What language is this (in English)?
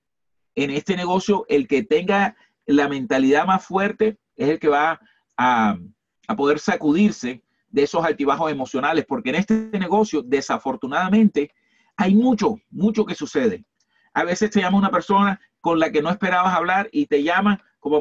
Spanish